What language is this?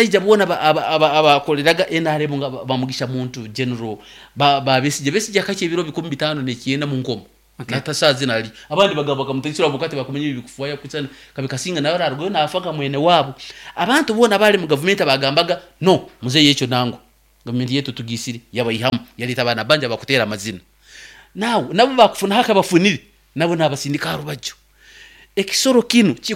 Nyankole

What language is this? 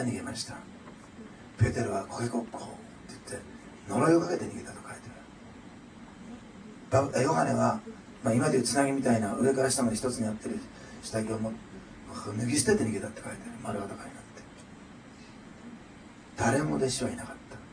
Japanese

